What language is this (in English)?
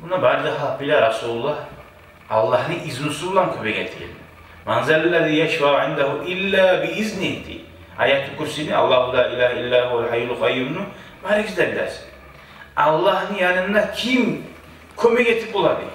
Kumyk